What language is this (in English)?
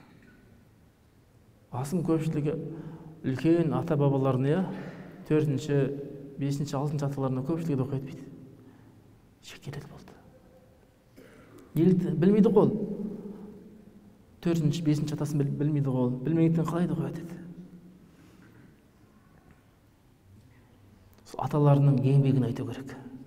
Kazakh